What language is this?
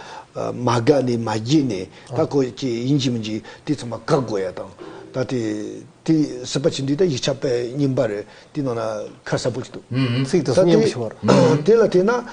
Tibetan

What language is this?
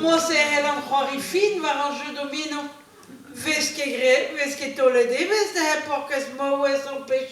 Breton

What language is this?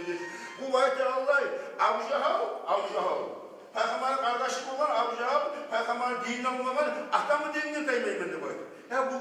Kumyk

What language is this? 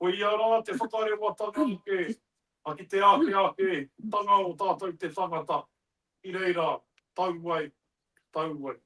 Māori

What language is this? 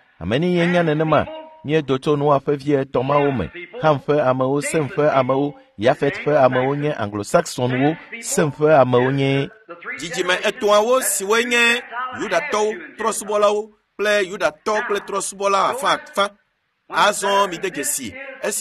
Ewe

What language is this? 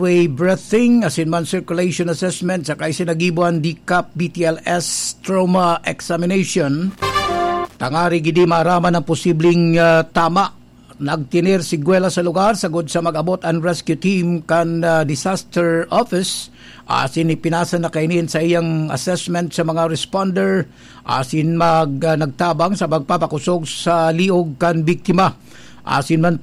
Bikol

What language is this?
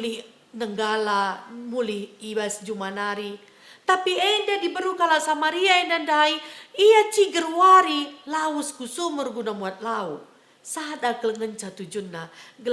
Batak Karo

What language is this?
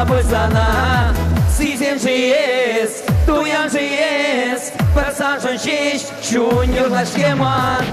Chuvash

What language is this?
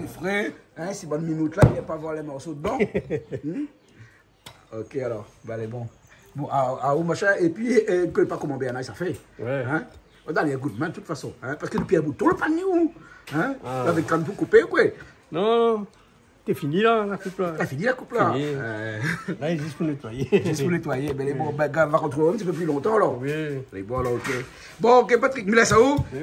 Réunion Creole French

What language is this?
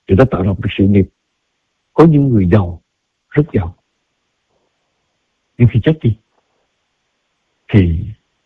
Vietnamese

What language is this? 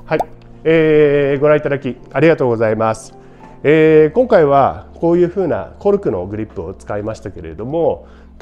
Japanese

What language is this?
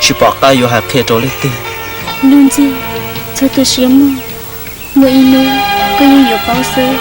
Hmong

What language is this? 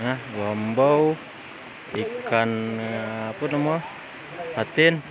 Minangkabau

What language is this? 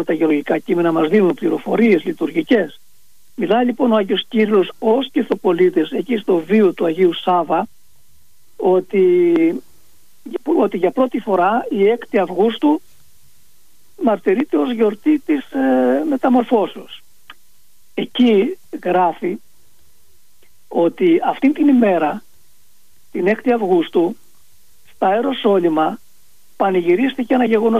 Greek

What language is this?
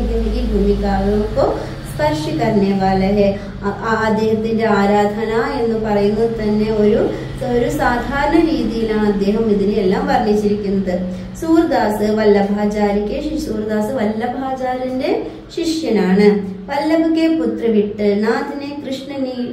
Malayalam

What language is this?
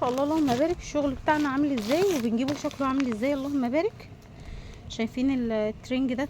Egyptian Arabic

